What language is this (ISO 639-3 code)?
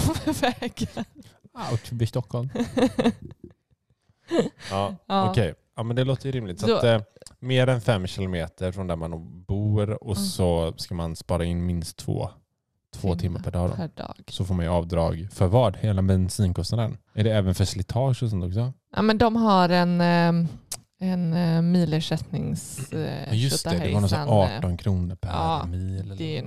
swe